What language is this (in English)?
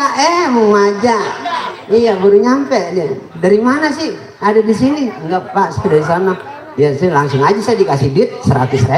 Betawi